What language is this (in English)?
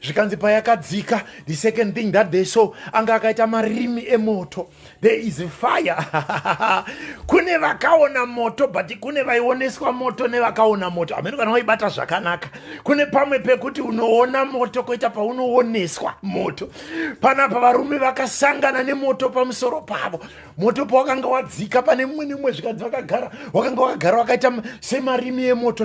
Shona